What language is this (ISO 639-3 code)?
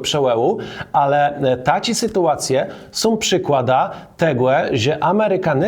csb